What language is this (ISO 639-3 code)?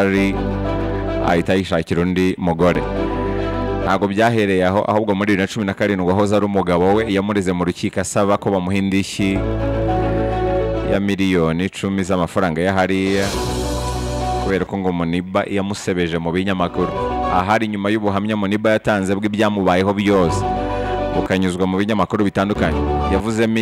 kin